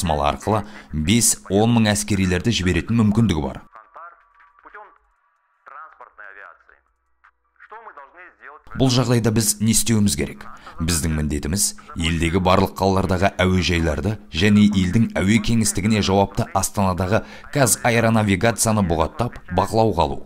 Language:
Kazakh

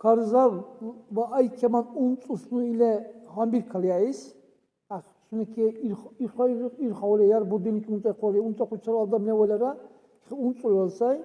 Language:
Dargwa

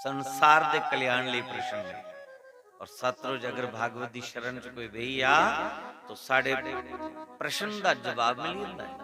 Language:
Dogri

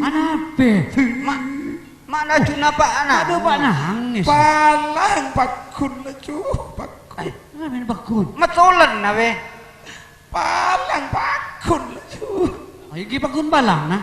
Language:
Madurese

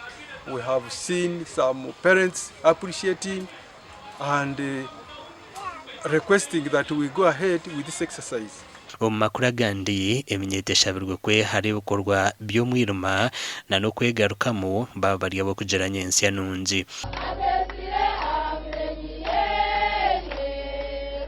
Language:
Nyankole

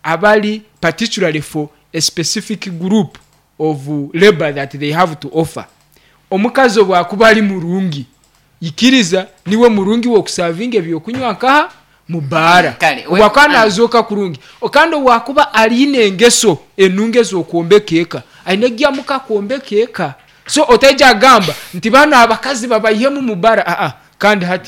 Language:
Nyankole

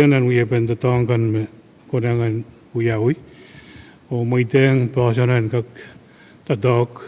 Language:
Pohnpeian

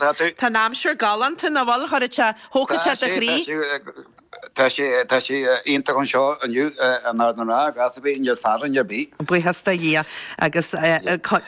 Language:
Irish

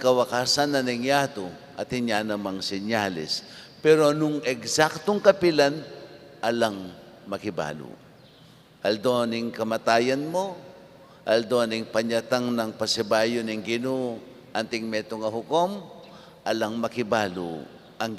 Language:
Pampanga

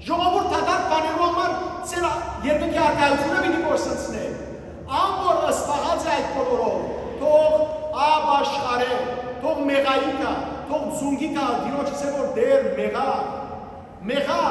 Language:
Western Armenian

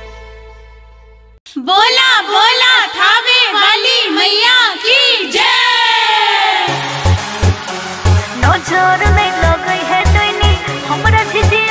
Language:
Bhojpuri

